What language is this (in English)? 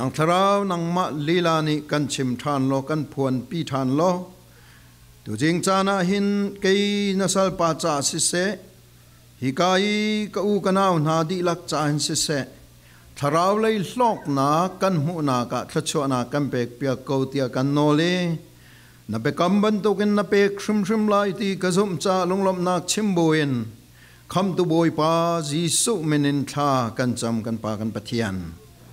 Falam Chin